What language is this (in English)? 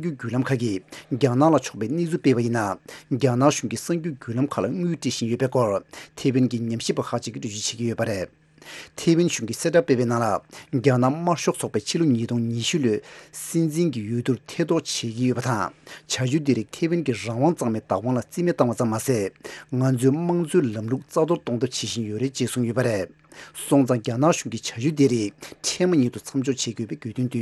Tibetan